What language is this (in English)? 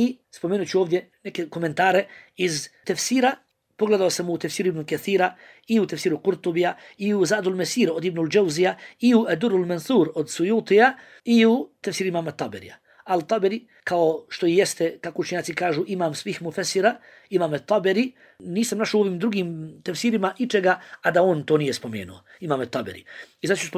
Bosnian